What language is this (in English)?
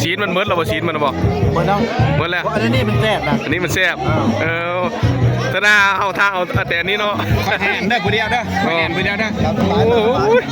Northeastern Thai